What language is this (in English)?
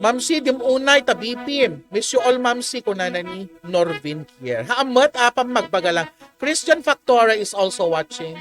Iloko